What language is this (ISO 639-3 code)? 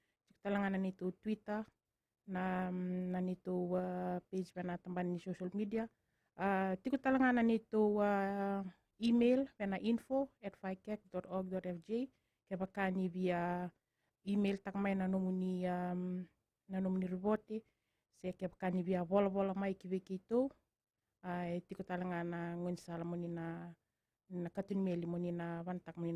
fij